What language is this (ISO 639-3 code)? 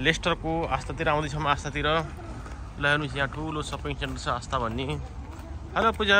nep